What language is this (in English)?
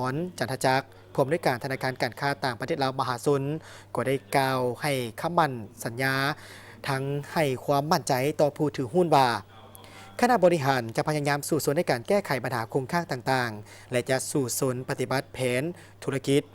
Lao